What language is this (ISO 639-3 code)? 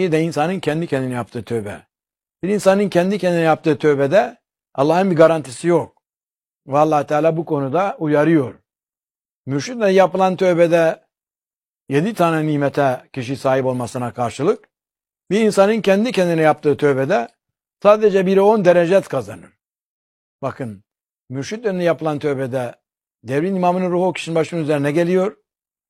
tur